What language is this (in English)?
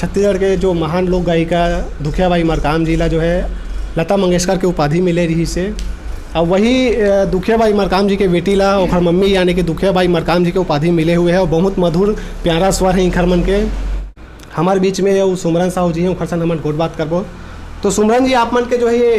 Chhattisgarhi